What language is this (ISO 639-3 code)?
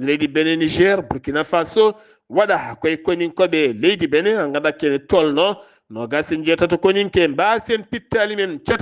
ful